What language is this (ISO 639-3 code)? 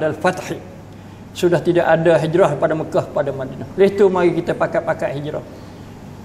msa